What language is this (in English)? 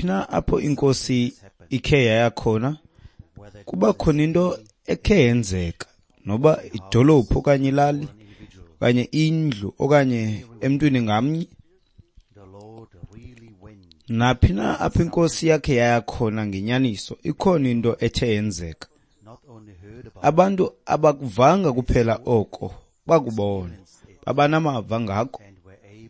Xhosa